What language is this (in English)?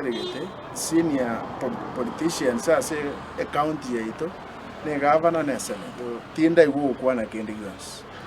Gusii